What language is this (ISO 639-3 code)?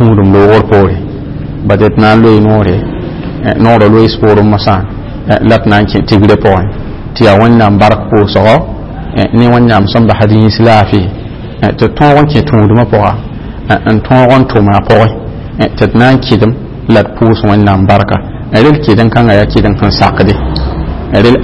mos